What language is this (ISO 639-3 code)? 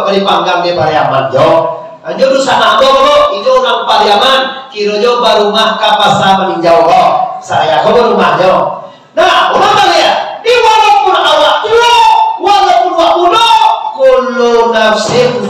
min